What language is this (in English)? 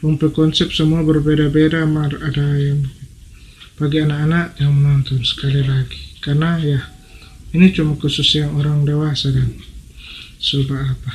Manado Malay